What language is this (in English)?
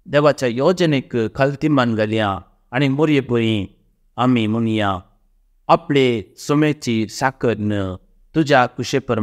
Konkani